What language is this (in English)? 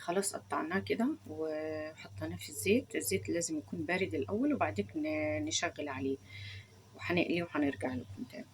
Egyptian Arabic